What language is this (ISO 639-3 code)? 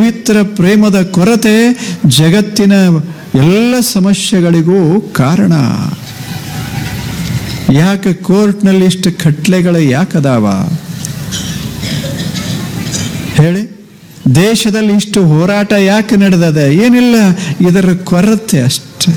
kan